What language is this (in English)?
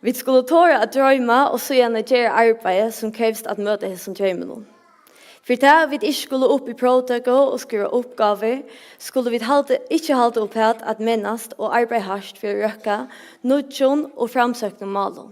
Faroese